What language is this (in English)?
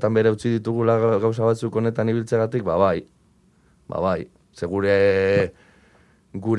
Basque